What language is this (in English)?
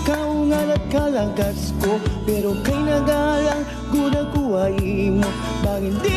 Waray